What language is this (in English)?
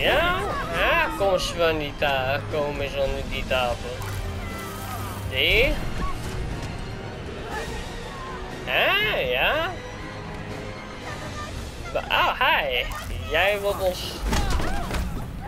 Dutch